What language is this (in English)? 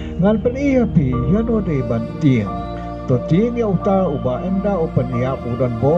Khasi